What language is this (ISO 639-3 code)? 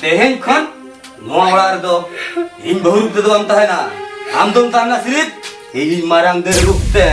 sat